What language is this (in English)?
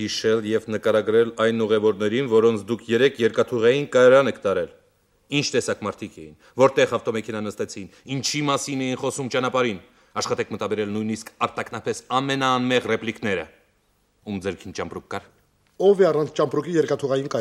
Armenian